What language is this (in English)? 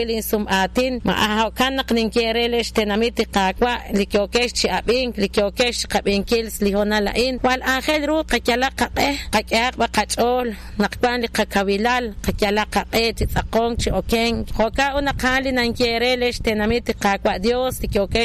Kekchí